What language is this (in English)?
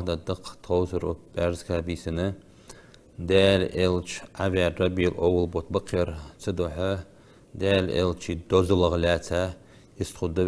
Ingush